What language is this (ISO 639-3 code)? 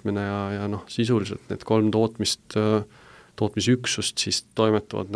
est